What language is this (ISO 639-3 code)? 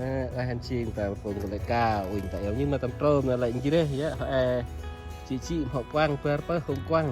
cmo